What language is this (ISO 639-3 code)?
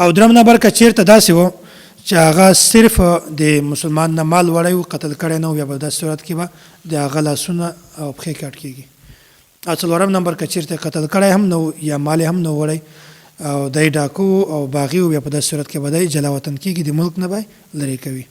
pus